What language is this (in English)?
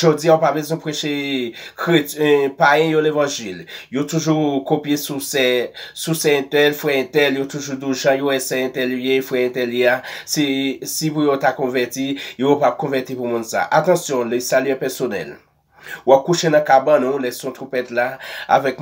Haitian Creole